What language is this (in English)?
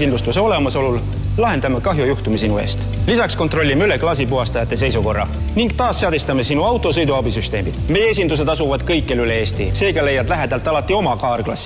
Estonian